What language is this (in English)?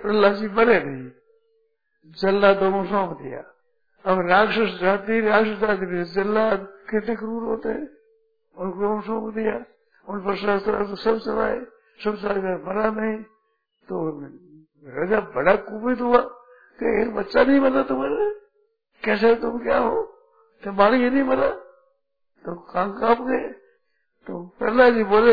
Hindi